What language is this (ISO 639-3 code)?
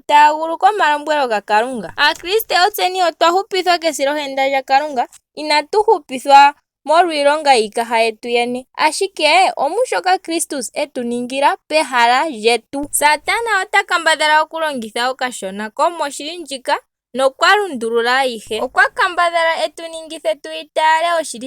ndo